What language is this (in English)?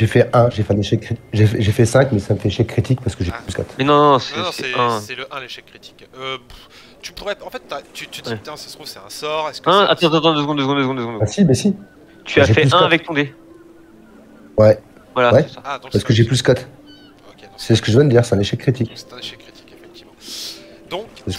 French